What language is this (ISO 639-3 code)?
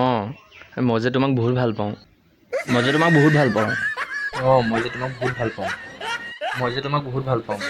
asm